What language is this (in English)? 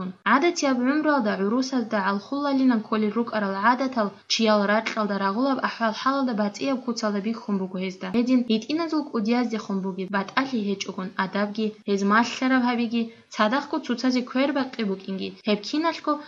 Avaric